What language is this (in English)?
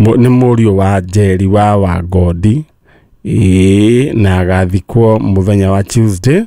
Kikuyu